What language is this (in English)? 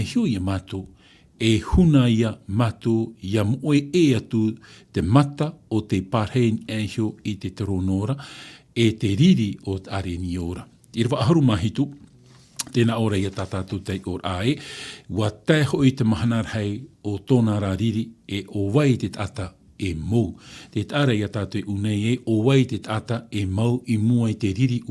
Tahitian